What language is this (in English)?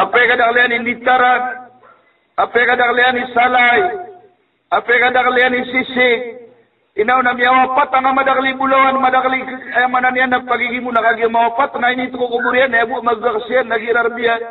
Maranao